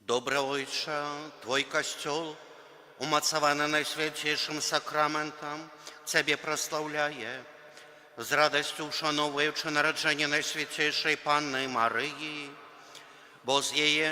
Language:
Belarusian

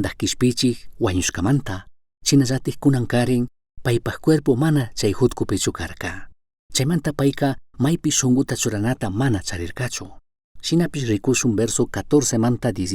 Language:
Chimborazo Highland Quichua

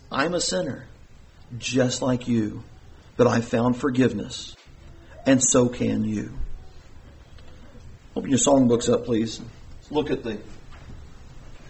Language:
English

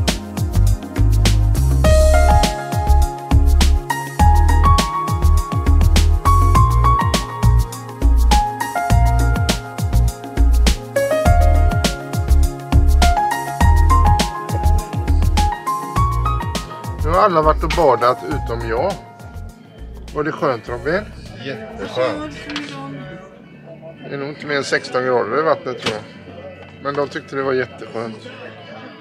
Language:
Swedish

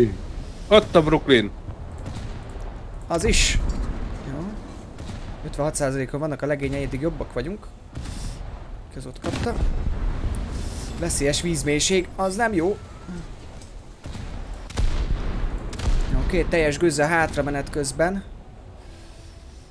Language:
Hungarian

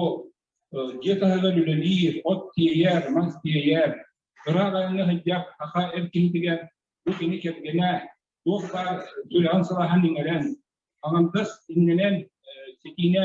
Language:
Yakut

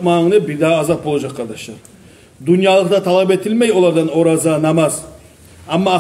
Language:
Kumyk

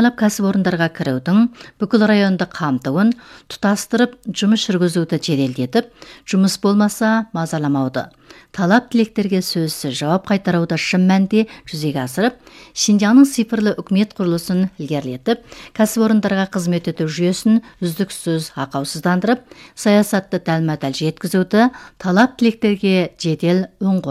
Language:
Kazakh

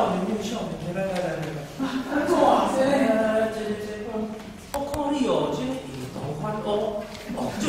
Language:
Min Nan Chinese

